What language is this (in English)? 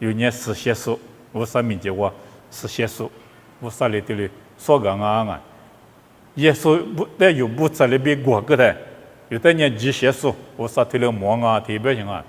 Lisu